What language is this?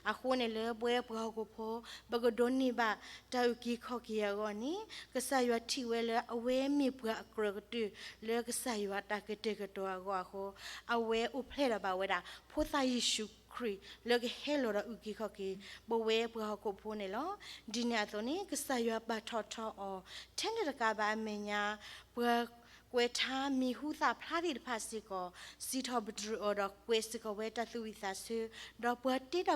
S'gaw Karen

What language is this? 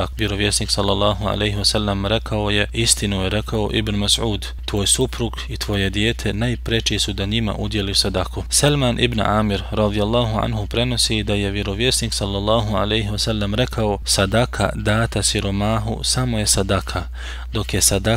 Bosnian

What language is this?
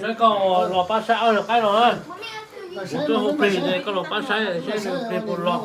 Hmong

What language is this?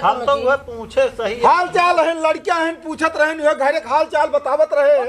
Awadhi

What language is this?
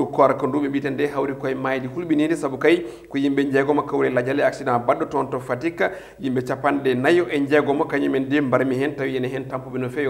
Fula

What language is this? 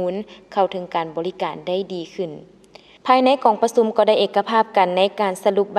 Lao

